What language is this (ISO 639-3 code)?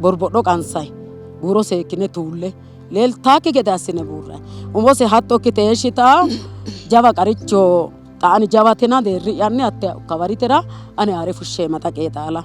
sid